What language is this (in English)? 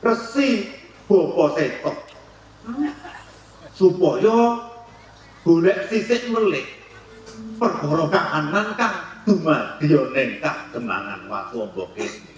Javanese